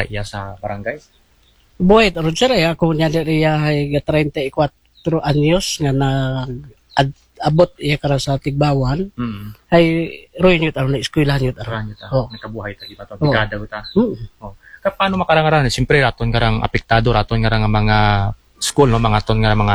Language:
Aklanon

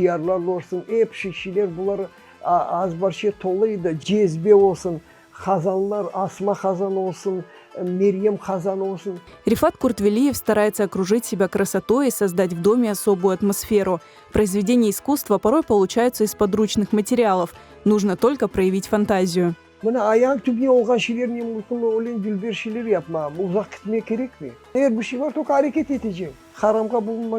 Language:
Crimean Tatar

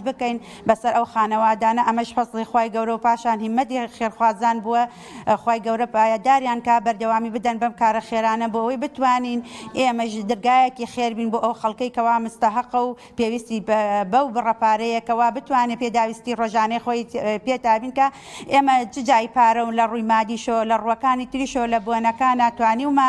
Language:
Central Kurdish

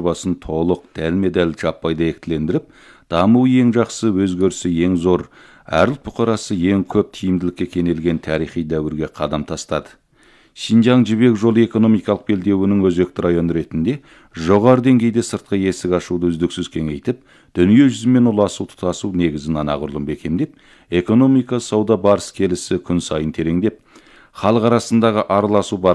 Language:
Kazakh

